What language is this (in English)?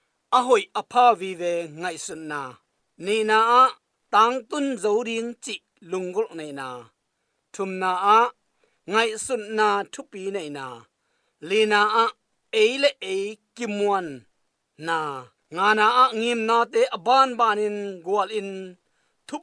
Tedim Chin